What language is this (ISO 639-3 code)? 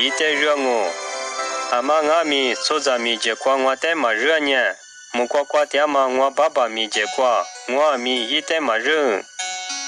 lis